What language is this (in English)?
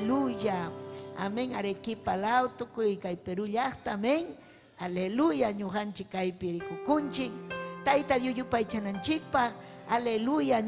Ayacucho Quechua